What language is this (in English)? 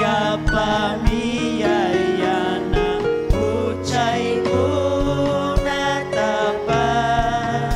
Ayacucho Quechua